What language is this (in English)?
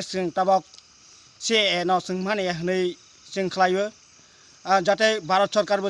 Kok Borok